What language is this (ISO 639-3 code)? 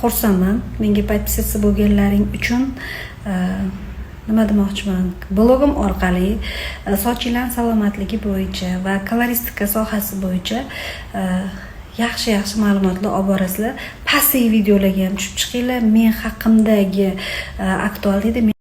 uzb